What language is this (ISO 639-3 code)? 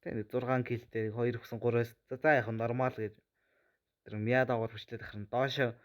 mon